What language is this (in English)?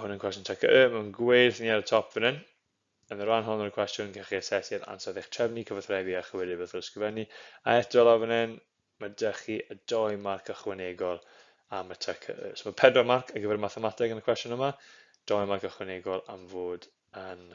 Welsh